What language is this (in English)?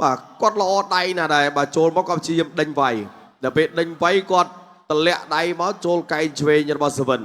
Khmer